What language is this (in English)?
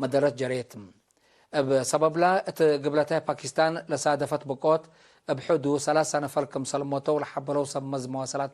Tigre